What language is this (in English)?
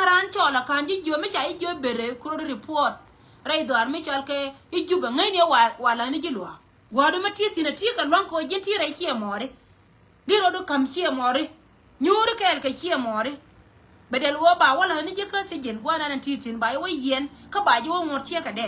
Nuer